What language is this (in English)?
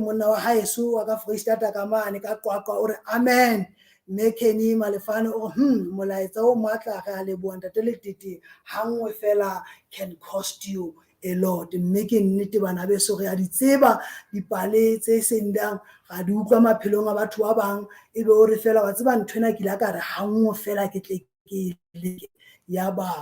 Southern Sotho